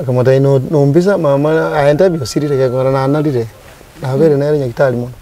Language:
Gusii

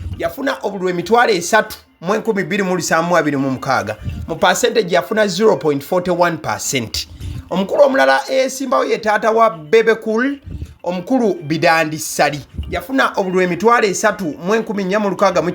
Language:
Ganda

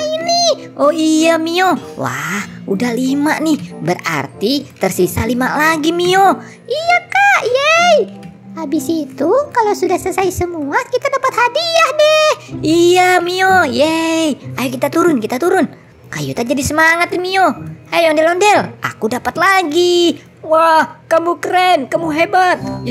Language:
Indonesian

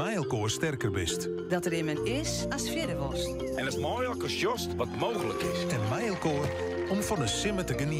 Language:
Western Frisian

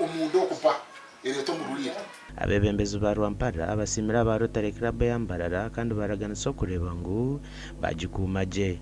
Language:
Nyankole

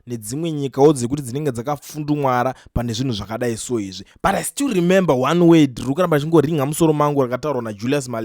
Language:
Shona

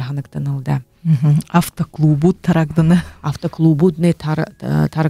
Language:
Buriat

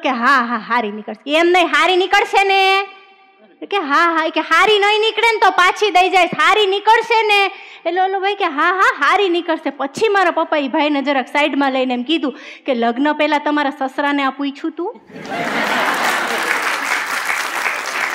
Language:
Gujarati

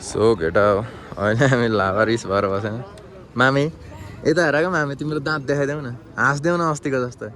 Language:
Nepali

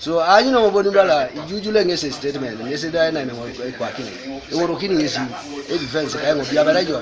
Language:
Teso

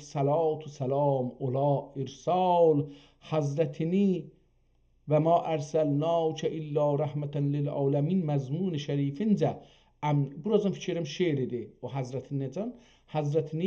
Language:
South Azerbaijani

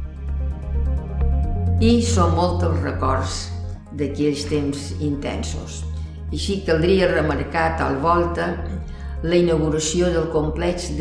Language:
Catalan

